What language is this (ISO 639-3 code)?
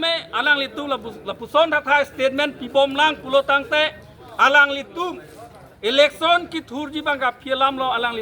mjw